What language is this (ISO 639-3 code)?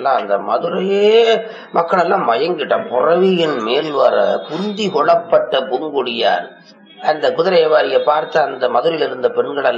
tam